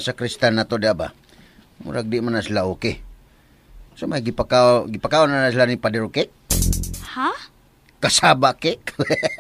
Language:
Cebuano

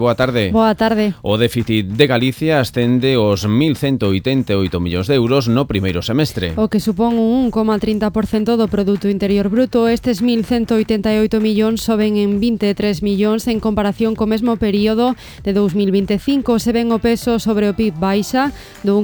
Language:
Galician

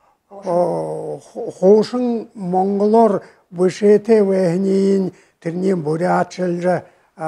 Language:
Buriat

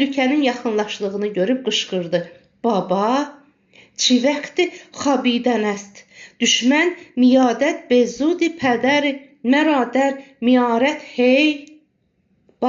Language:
Azerbaijani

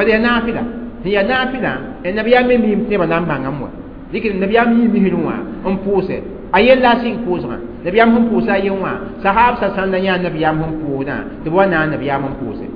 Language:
Mossi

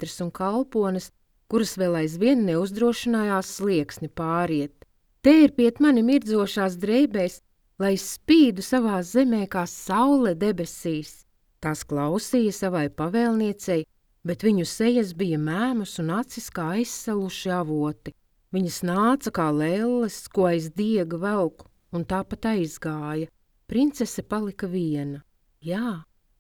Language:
Latvian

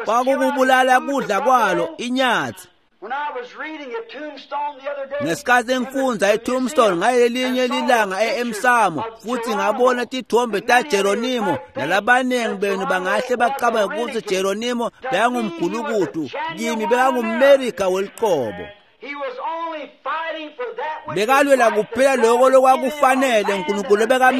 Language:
Swati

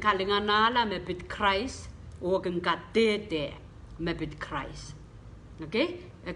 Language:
Pohnpeian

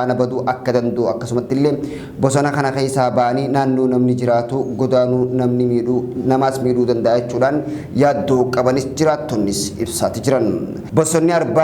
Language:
Oromo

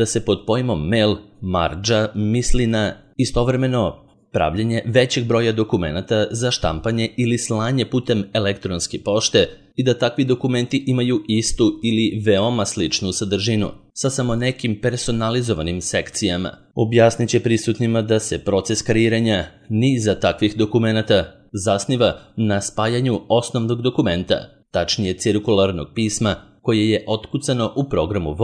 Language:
Serbian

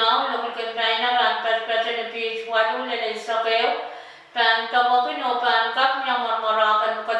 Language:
Pohnpeian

